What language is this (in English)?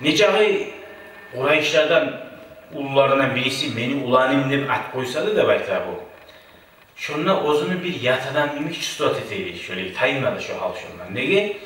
Kumyk